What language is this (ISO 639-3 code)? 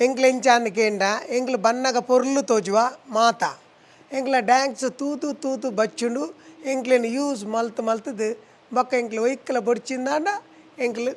tcy